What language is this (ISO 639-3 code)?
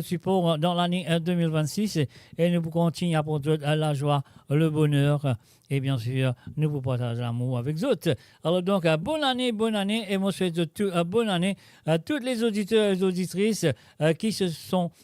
mfe